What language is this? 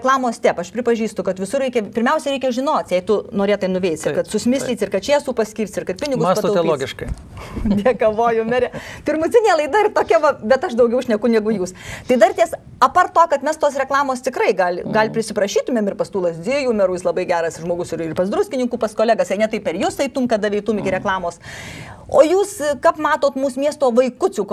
Lithuanian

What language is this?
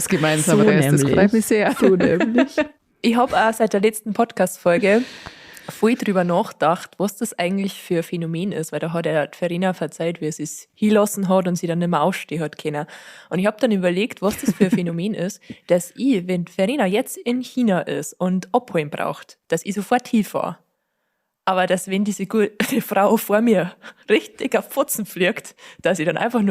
Bavarian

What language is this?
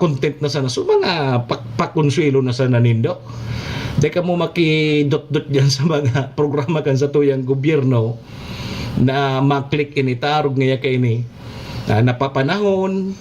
Bikol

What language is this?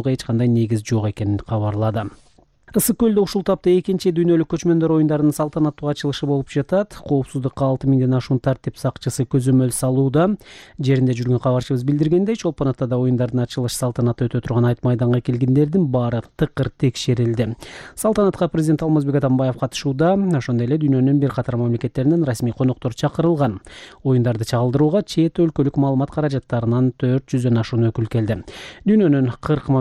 Kyrgyz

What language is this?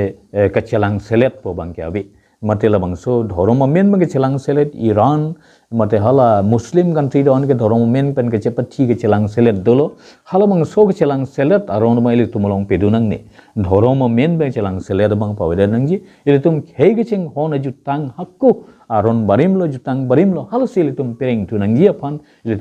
Karbi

